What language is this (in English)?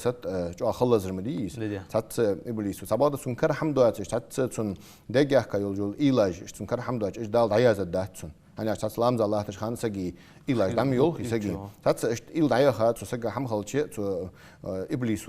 Ingush